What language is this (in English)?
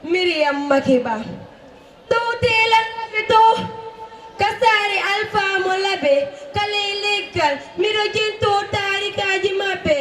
Fula